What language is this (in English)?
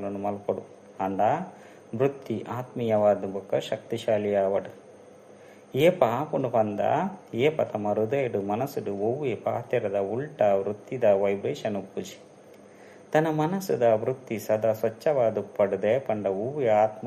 Tulu